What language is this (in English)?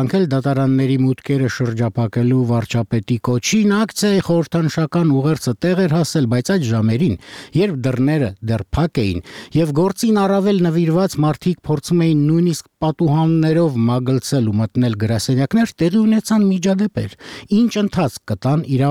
Armenian